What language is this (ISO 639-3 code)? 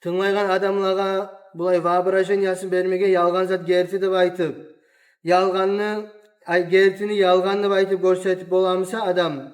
kum